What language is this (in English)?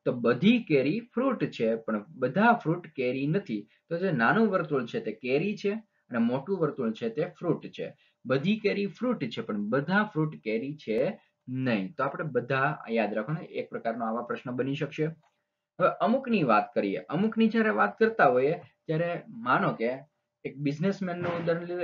Gujarati